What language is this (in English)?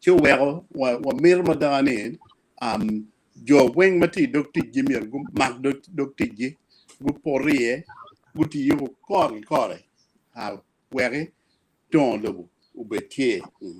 Acoli